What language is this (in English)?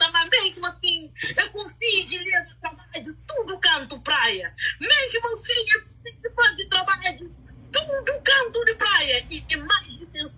Kabuverdianu